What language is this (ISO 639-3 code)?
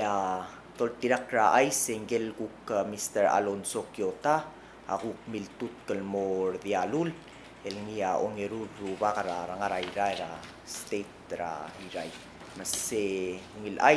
pau